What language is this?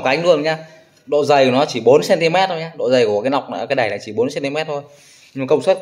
Vietnamese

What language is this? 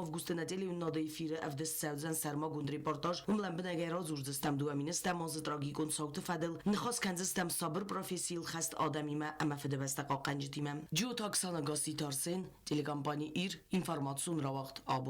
Ossetic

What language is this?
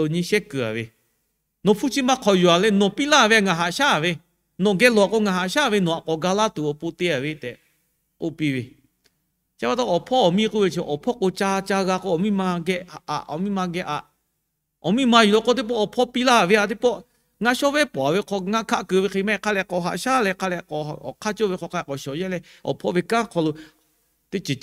Lahu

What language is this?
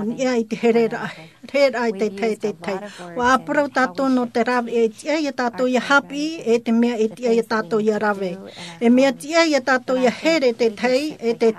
Tahitian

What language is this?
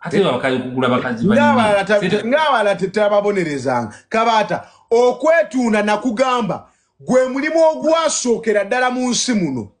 Ganda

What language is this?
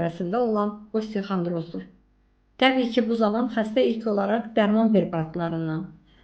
Azerbaijani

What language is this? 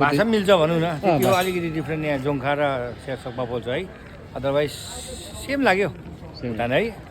Nepali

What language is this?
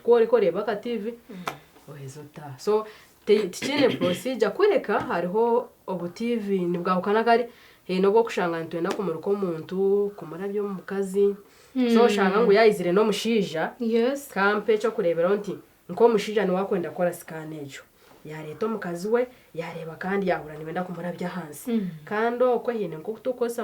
Nyankole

